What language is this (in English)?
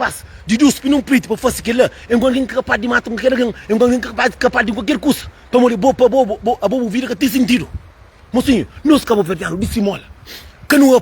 Kabuverdianu